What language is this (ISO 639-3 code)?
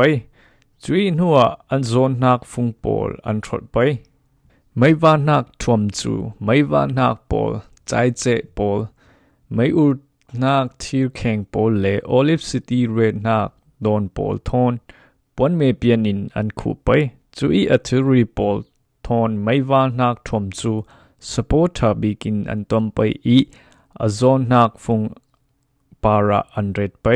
cfm